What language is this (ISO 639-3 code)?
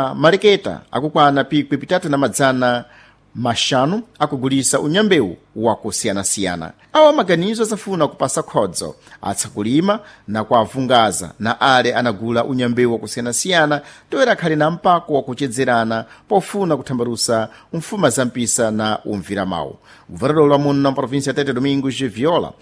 seh